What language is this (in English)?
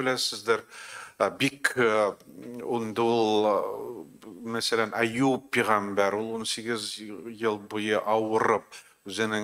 Tatar